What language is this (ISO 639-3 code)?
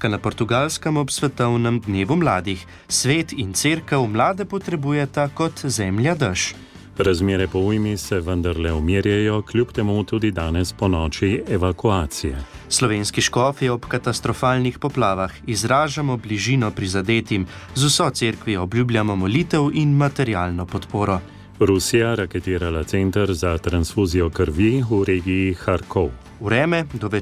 slv